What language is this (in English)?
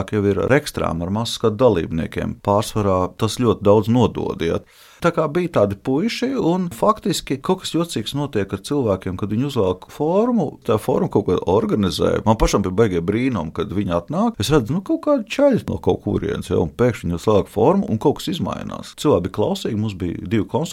Latvian